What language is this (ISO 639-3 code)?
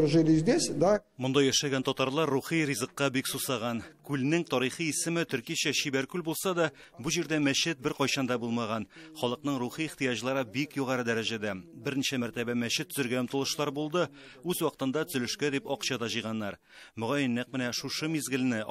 tat